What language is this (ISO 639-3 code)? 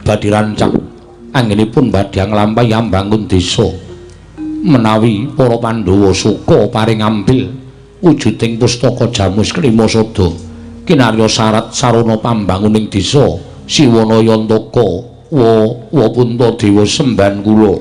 jav